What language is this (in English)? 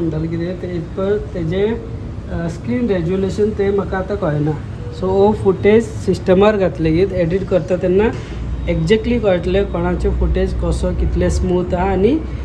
Konkani